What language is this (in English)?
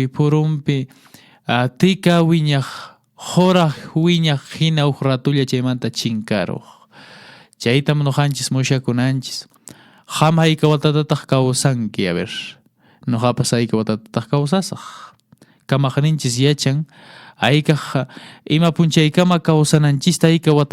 Quechua